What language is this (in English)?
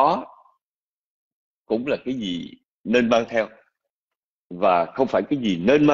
Vietnamese